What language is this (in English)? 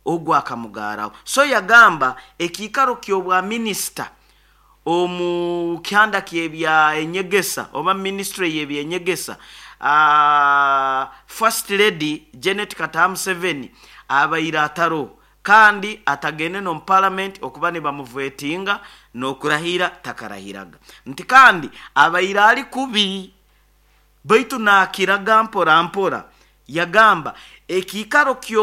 Nyoro